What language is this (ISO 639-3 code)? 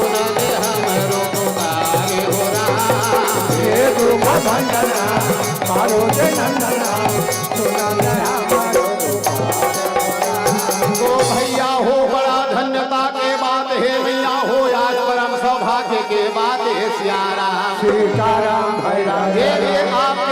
hne